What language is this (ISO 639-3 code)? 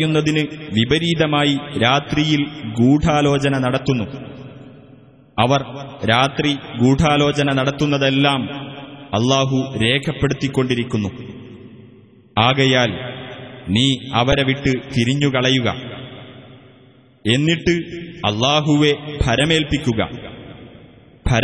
mal